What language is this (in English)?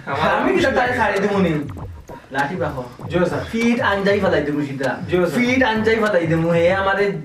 Sylheti